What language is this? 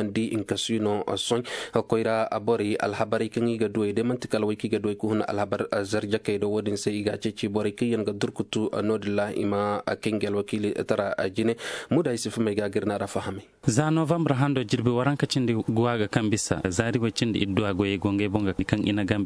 Zarma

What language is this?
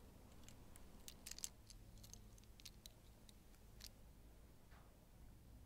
Finnish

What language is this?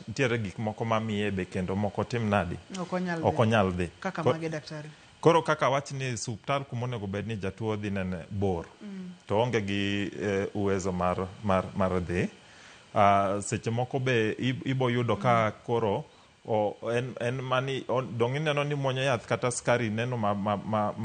Luo (Kenya and Tanzania)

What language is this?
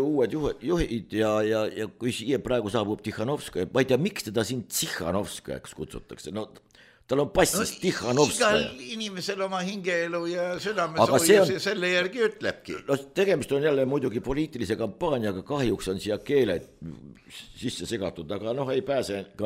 Estonian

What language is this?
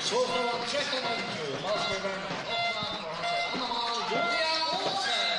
Faroese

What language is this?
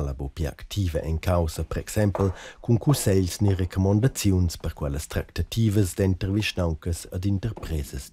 Romansh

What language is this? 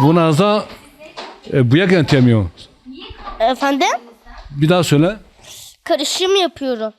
Zaza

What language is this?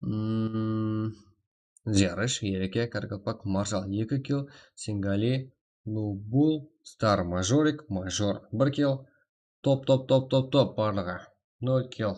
Kara-Kalpak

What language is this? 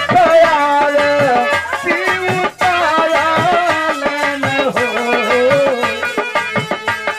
Bhojpuri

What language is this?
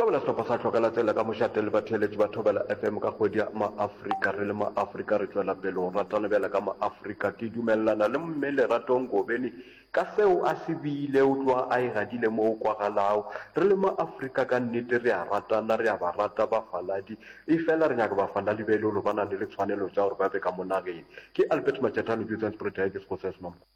Northern Sotho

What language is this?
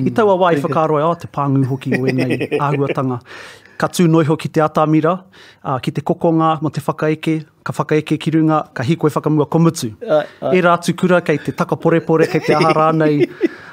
Māori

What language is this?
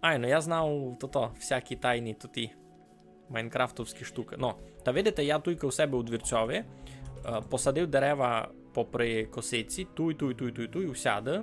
Rusyn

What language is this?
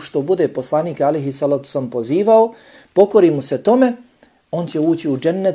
Bosnian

